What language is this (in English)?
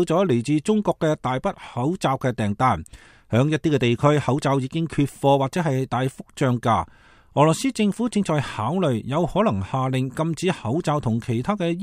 Cantonese